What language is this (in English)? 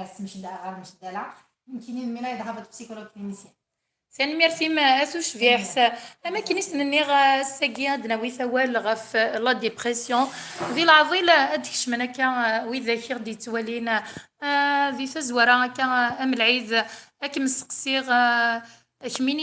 Kabyle